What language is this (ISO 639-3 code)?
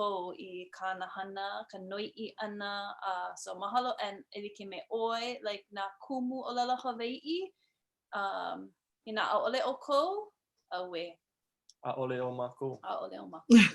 haw